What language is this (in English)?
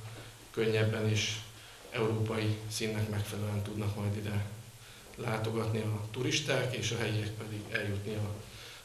Hungarian